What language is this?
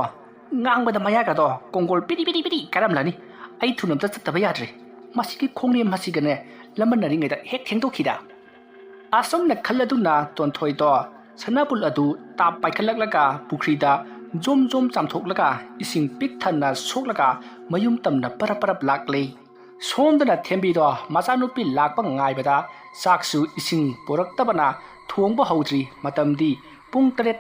Manipuri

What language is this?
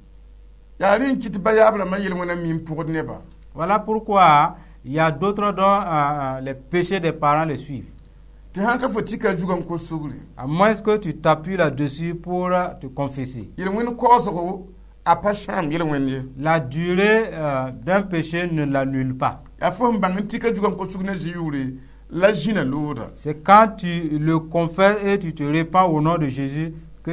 Mossi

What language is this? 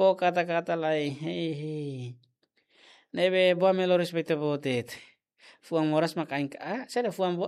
Tetum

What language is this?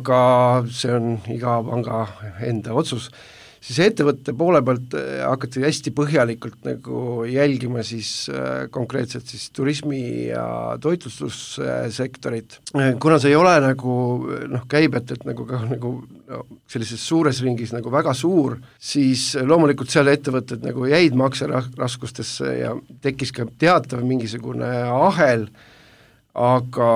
Estonian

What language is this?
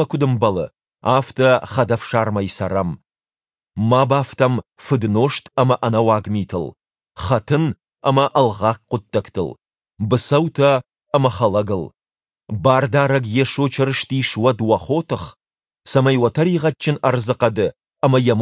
Ossetic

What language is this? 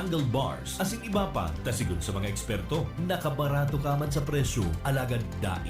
Bikol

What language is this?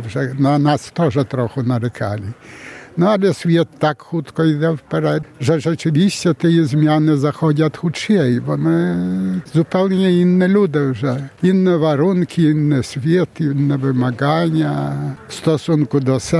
Belarusian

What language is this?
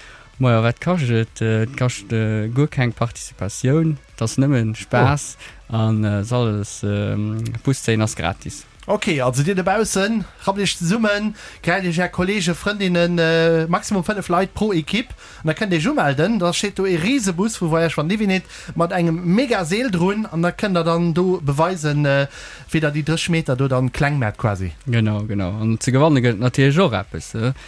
Luxembourgish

